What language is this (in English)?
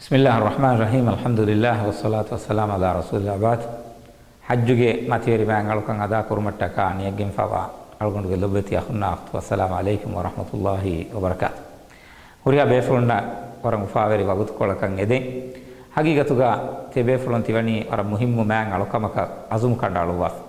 Divehi